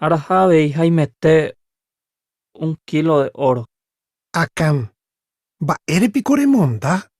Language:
Guarani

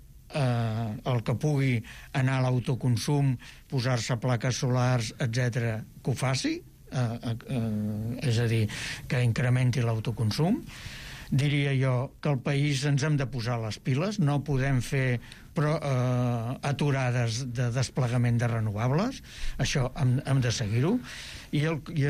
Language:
Catalan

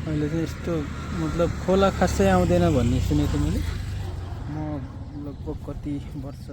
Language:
Nepali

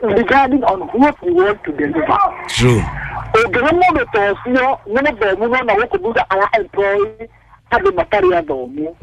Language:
Kikuyu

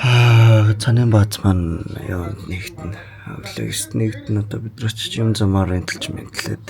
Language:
Mongolian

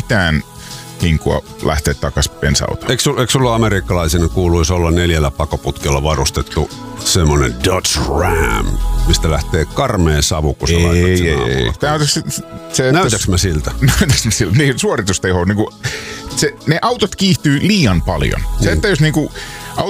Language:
Finnish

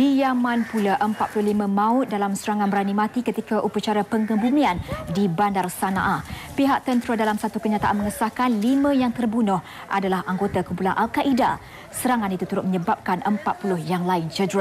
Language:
Malay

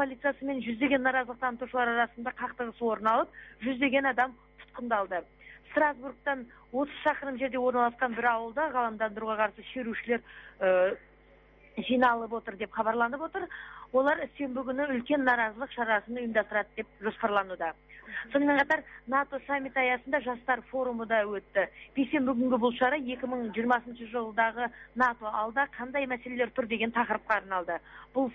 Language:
Kazakh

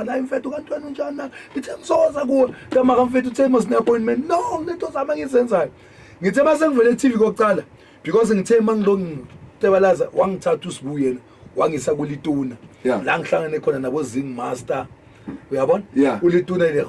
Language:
Zulu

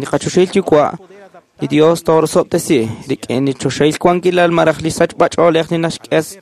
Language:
Kekchí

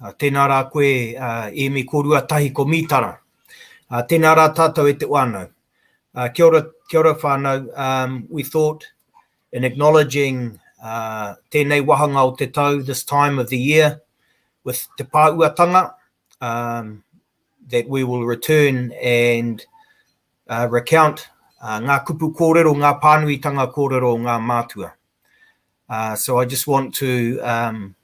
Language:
Māori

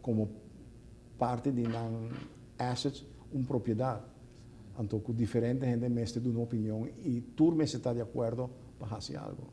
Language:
Papiamento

